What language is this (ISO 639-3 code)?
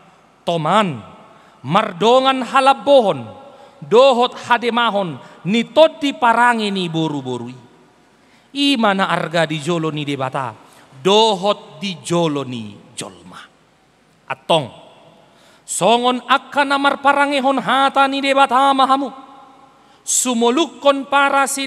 bbc